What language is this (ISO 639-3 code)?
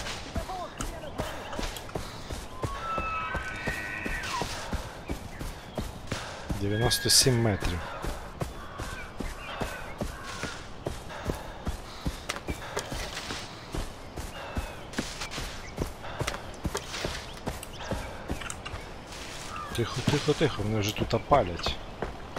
ukr